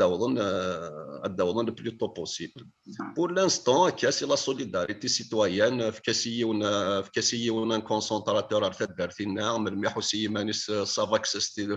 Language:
Kabyle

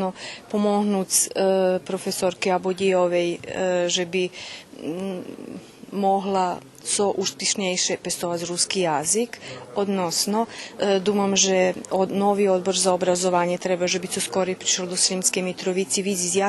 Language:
Rusyn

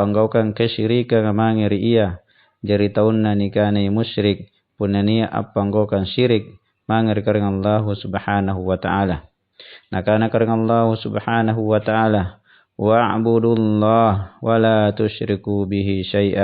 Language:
Makasar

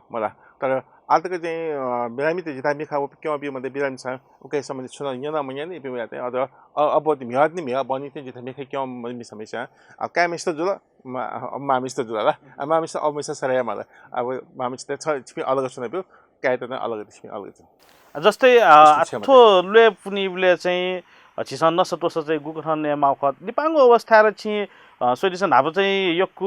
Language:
Newari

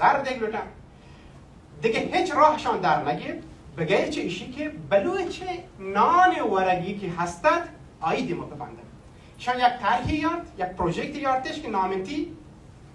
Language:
Baluchi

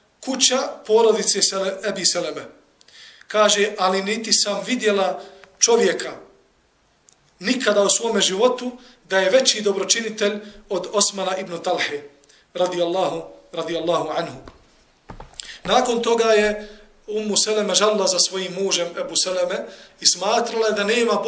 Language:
Bosnian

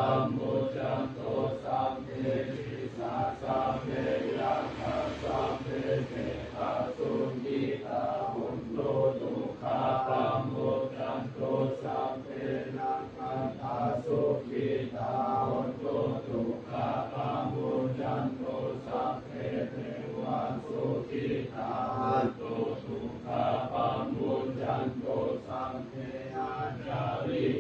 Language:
Pali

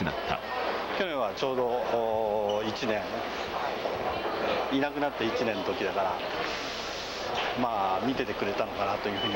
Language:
Japanese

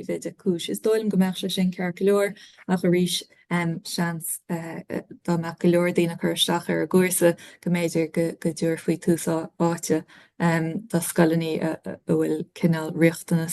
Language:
Irish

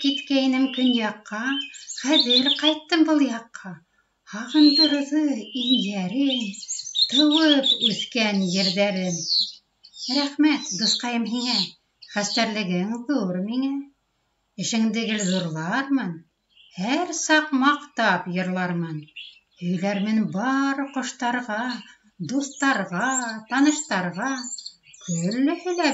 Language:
Bashkir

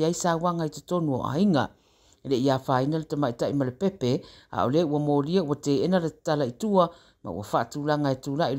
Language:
Samoan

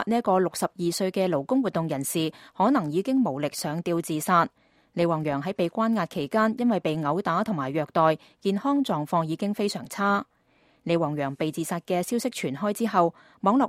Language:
Cantonese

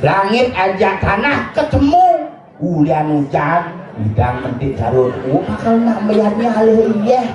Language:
Balinese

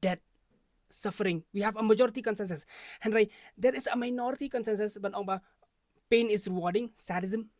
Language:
Khasi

